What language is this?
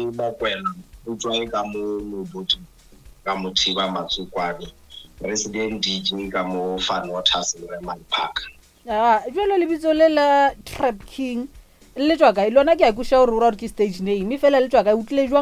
Northern Sotho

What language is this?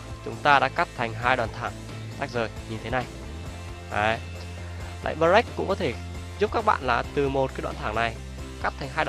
Vietnamese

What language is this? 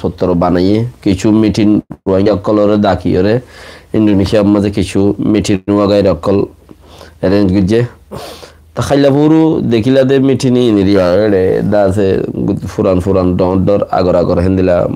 Rohingya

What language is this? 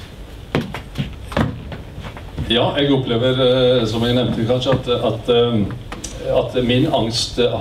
Norwegian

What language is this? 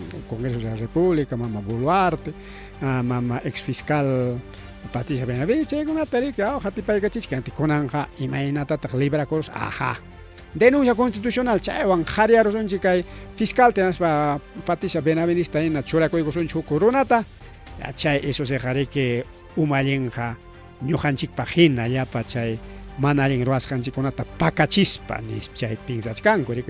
Ayacucho Quechua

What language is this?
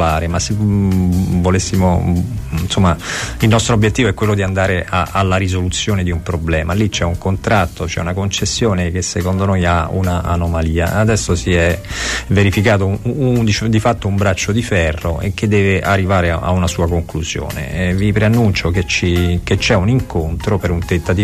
Italian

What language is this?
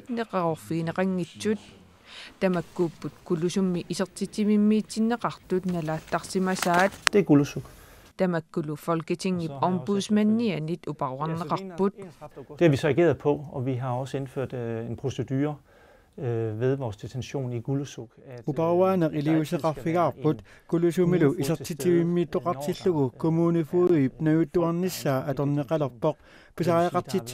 Kalaallisut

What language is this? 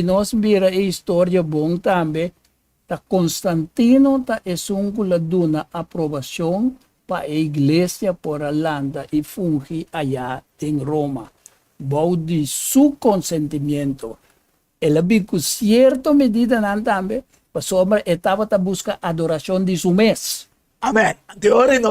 Papiamento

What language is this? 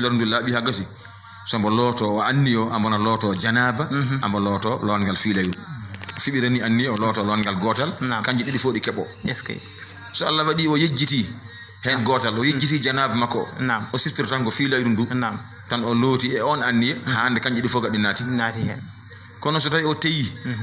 Fula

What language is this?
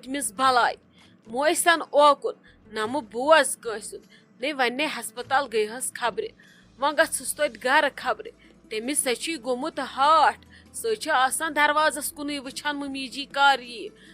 Kashmiri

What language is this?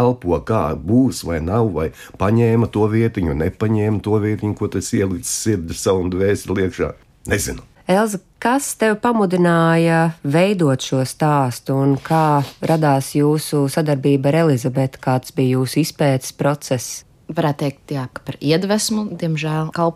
Latvian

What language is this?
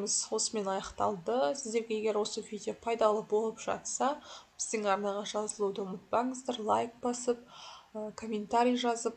Kazakh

